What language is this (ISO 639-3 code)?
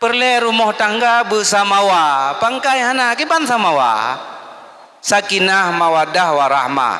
ace